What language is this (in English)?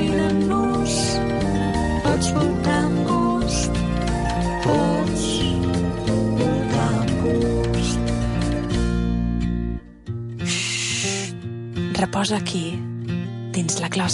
Catalan